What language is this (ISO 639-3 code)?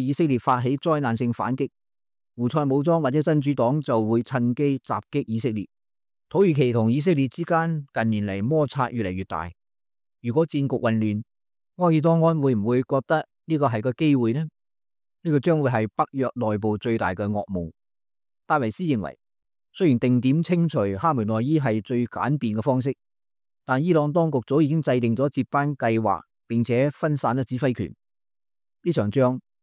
yue